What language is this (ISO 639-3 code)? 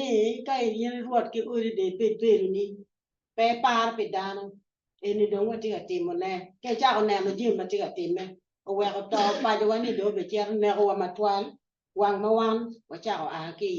ach